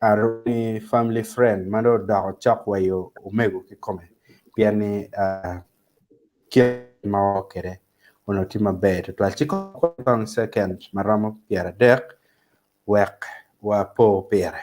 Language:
Acoli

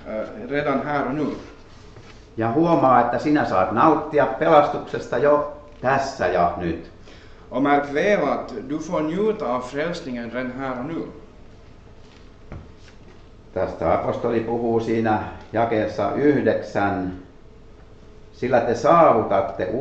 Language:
Finnish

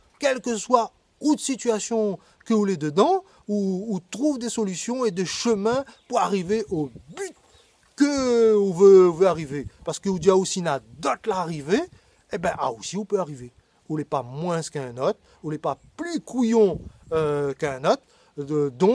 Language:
Réunion Creole French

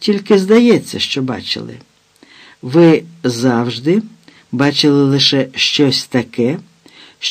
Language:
Ukrainian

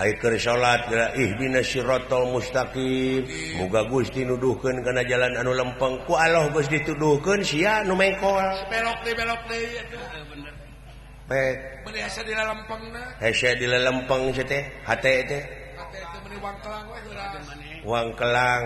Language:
Sundanese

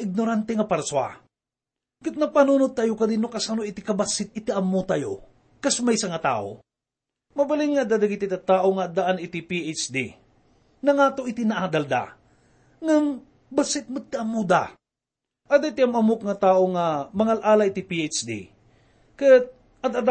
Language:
Iloko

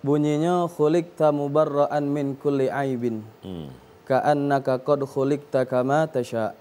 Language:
Musi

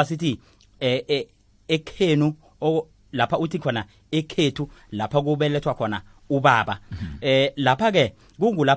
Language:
South Ndebele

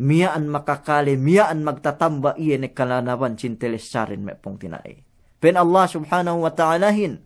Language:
Yakan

